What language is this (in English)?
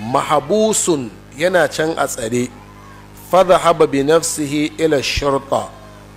Hausa